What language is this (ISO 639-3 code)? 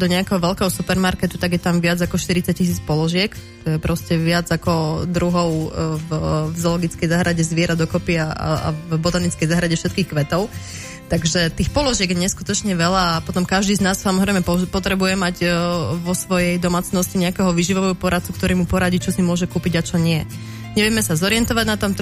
slk